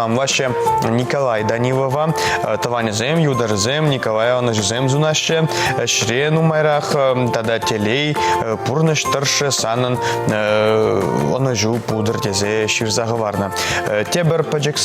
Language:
Chuvash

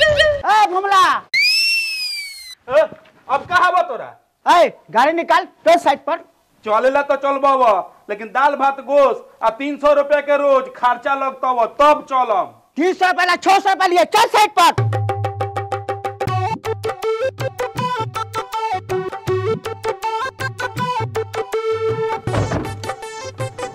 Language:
Bhojpuri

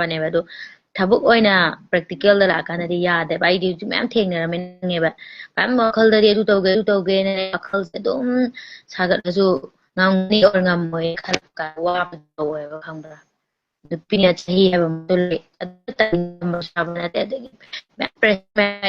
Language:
Manipuri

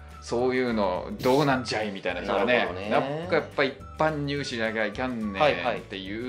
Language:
Japanese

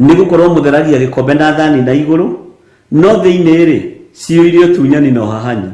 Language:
Kikuyu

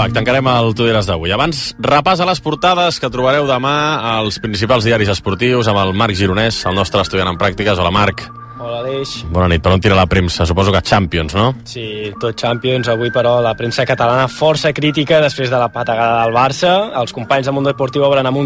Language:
Catalan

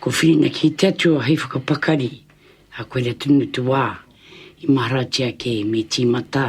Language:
Māori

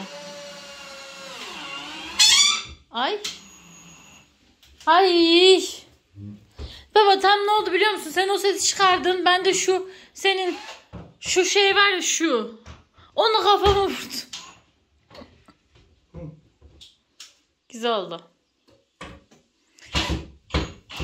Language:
Turkish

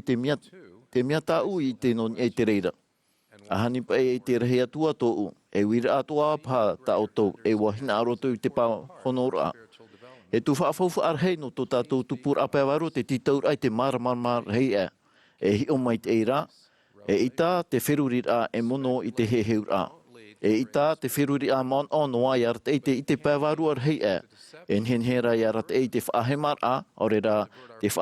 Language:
Tahitian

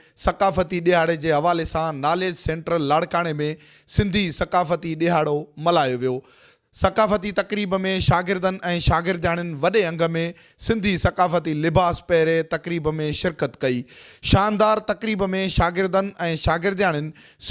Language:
Sindhi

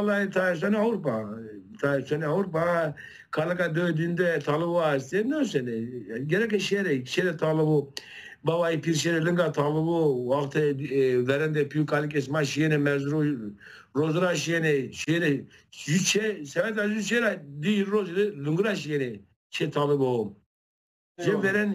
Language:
Zaza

